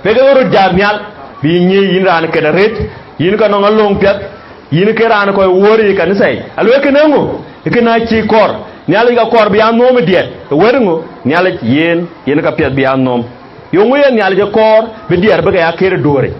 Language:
Dinka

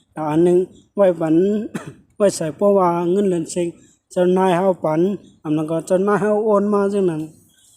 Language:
Shan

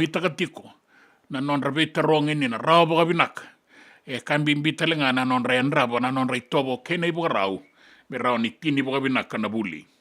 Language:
Fijian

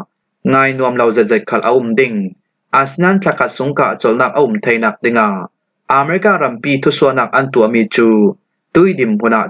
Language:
Falam Chin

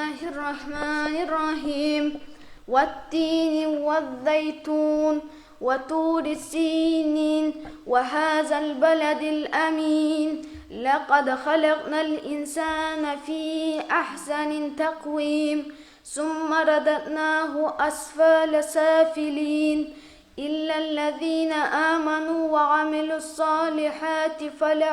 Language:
Kumyk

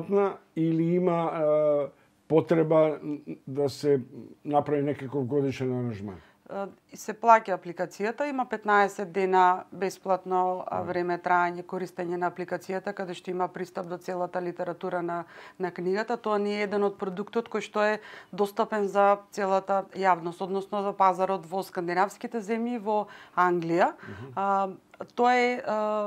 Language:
Macedonian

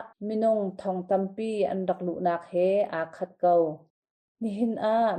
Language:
Hakha Chin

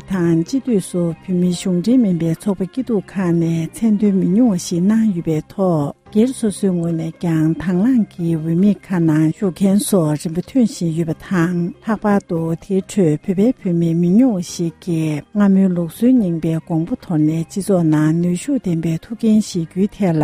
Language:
Tibetan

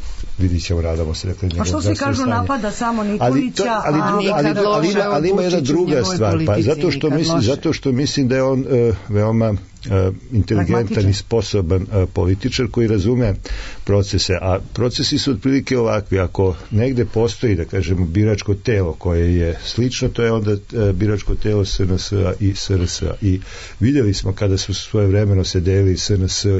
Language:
Serbian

